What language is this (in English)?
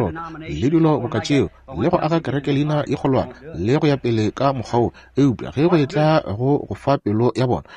Northern Sotho